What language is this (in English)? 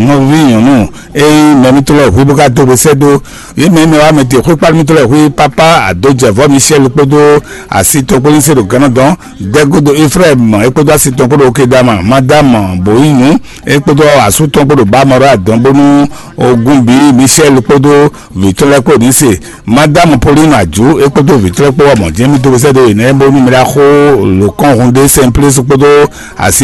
Fon